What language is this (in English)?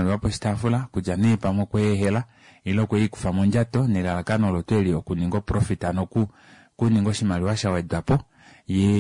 Kuanyama